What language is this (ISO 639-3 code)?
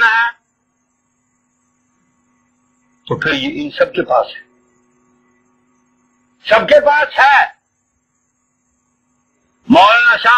urd